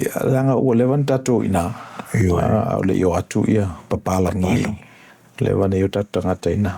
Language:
Samoan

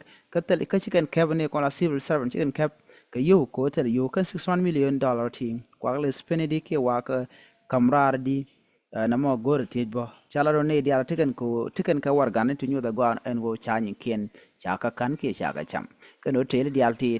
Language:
Nuer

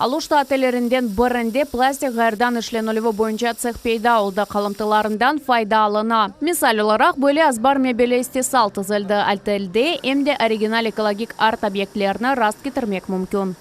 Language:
Crimean Tatar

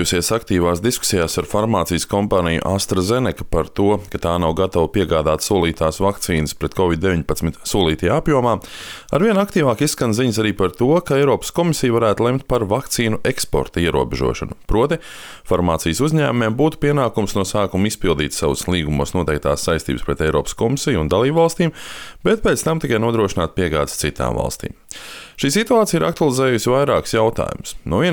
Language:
Latvian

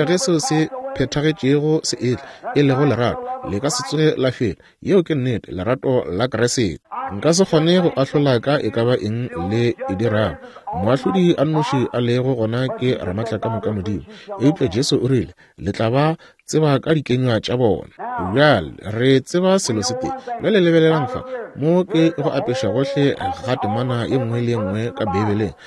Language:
Northern Sotho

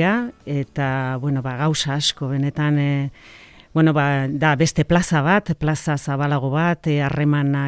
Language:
Basque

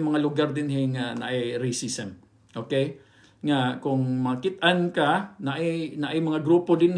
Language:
Cebuano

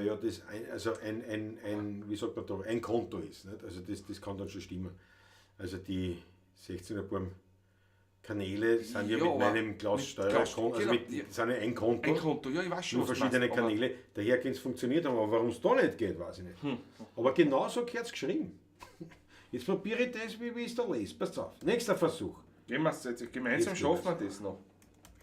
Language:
Bavarian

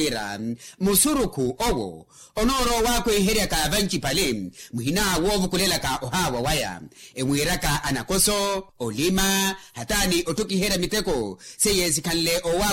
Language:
Makhuwa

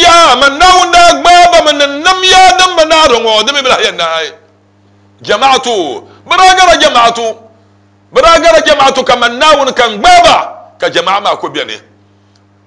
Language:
Dagbani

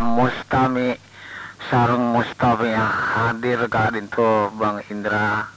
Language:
Madurese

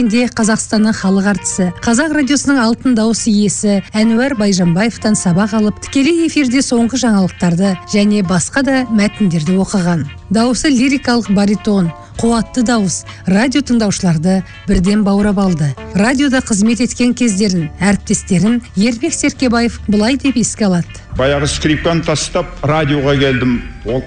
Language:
Kazakh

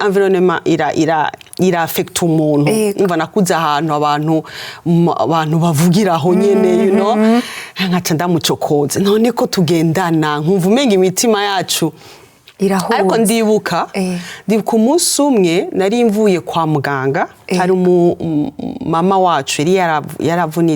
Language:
Rundi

